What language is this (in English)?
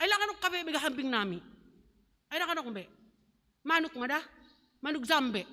Batak Simalungun